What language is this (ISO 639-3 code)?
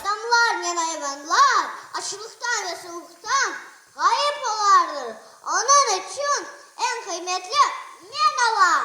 crh